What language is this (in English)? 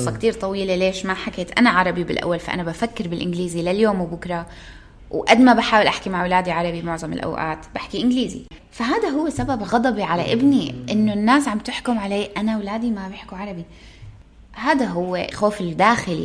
North Levantine Arabic